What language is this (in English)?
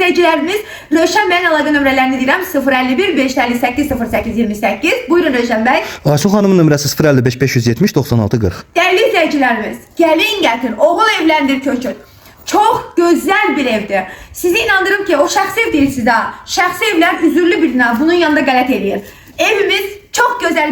Azerbaijani